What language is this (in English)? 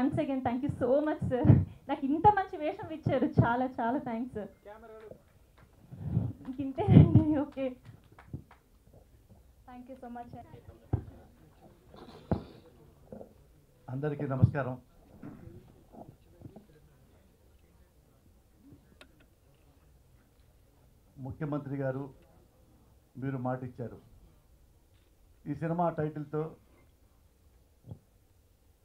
Telugu